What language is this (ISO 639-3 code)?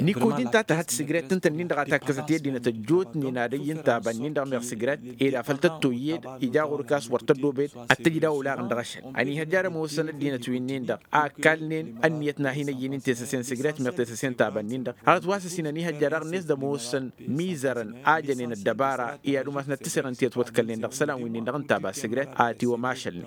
taq